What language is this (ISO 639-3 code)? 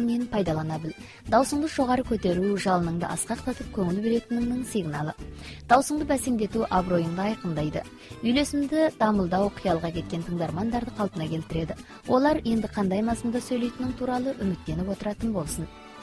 kaz